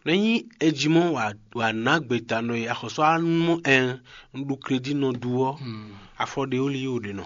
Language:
Fon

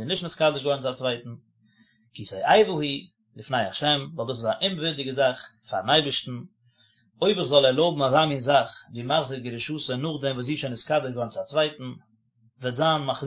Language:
Yiddish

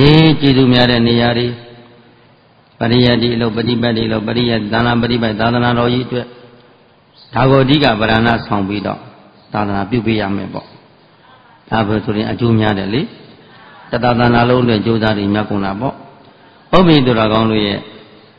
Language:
Burmese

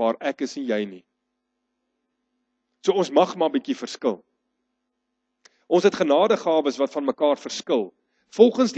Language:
Afrikaans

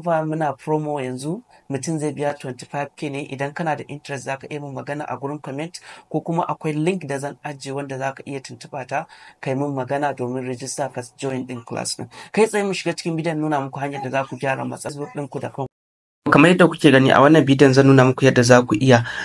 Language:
Hausa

